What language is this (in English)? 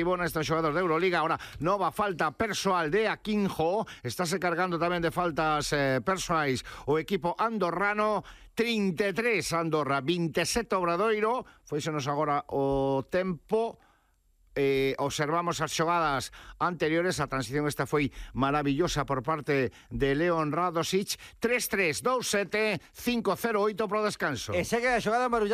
Galician